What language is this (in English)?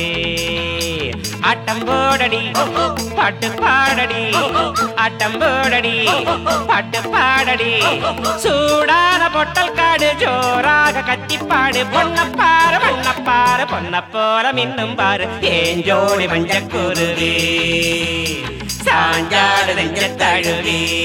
Tamil